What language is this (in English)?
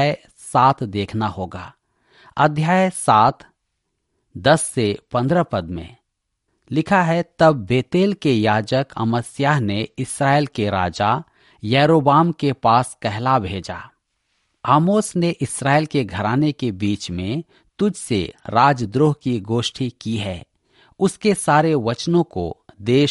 Hindi